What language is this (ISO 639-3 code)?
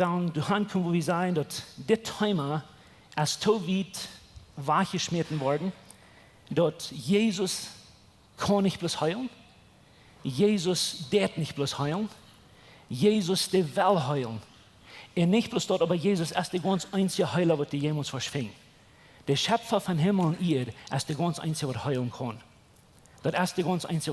pdt